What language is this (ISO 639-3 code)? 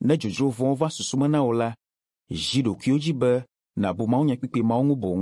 ewe